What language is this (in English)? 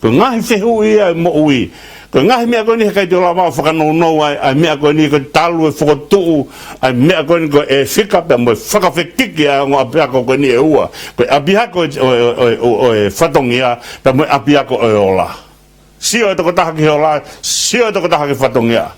Tongan